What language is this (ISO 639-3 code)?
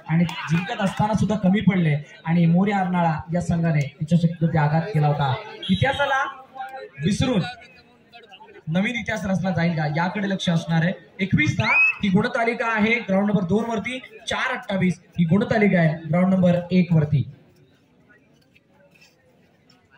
mar